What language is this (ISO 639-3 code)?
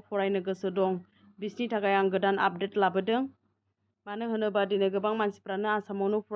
brx